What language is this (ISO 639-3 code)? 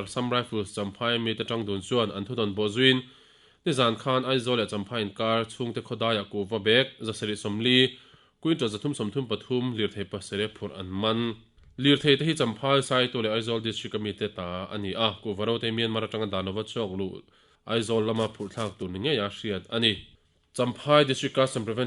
lus